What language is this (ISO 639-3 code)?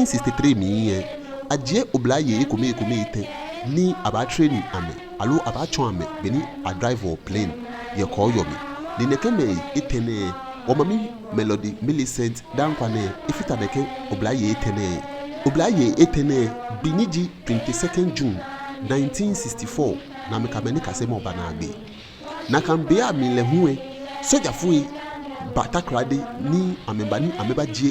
gaa